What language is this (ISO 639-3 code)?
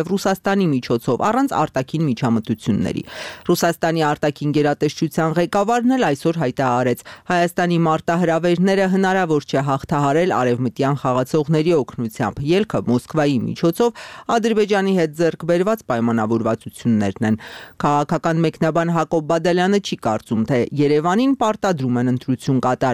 hye